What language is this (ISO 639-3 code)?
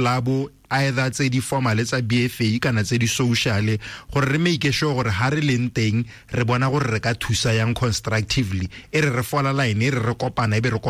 tsn